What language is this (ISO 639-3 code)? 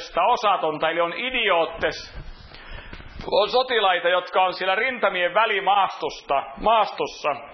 fin